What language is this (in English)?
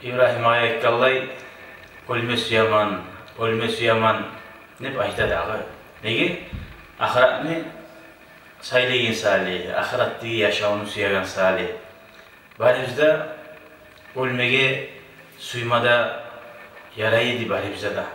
Kumyk